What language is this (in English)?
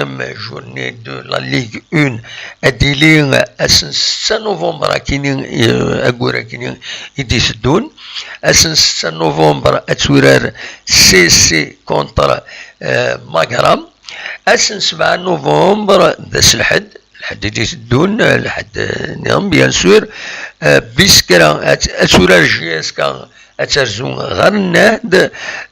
Kabyle